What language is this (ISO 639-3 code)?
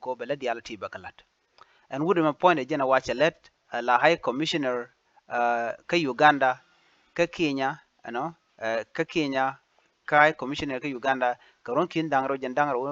nus